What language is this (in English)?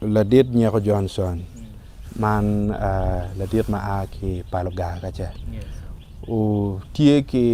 Acoli